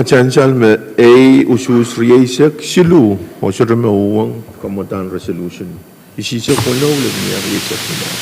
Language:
Pohnpeian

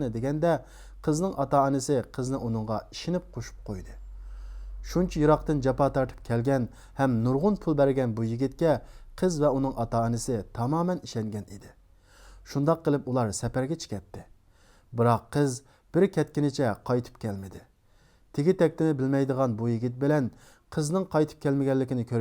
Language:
Uyghur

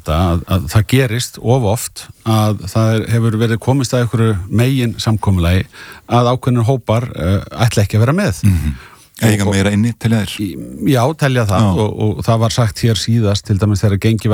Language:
Icelandic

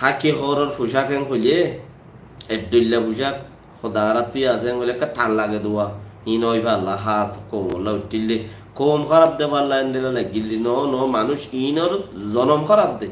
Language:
Rohingya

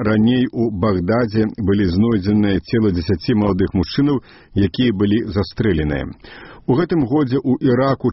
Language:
Belarusian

